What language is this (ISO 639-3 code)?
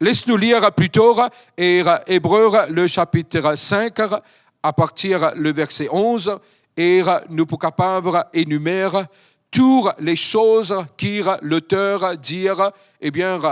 mfe